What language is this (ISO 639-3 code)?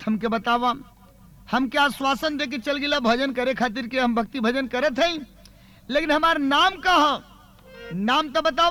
bho